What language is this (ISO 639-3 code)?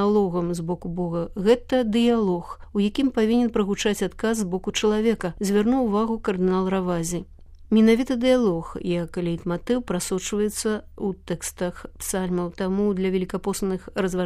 bel